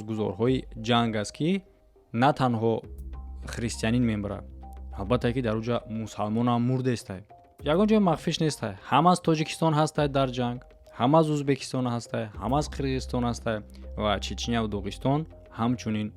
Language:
Tajik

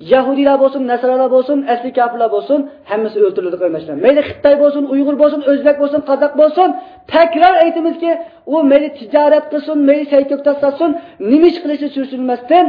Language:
Uyghur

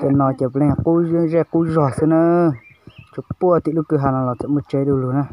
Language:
Hmong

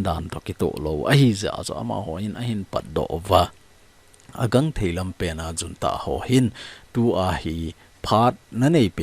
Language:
Thado Chin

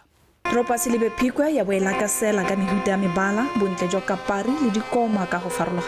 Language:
Tswana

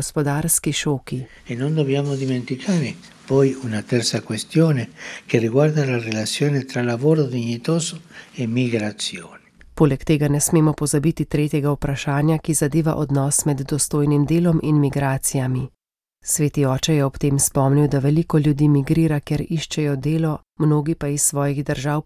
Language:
Slovenian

